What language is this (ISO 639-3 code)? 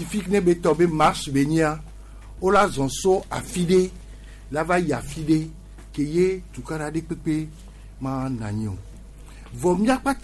gej